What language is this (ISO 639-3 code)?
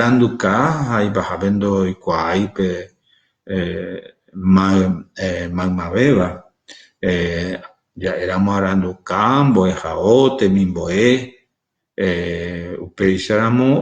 grn